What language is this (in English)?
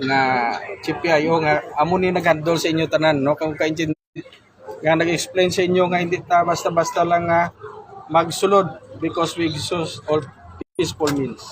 Hiligaynon